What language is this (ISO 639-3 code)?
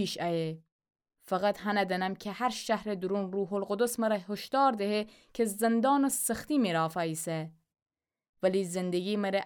glk